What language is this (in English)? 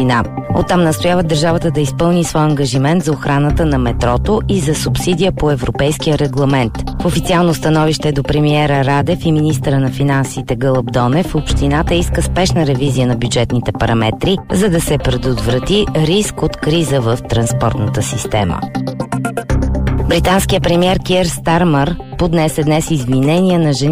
Bulgarian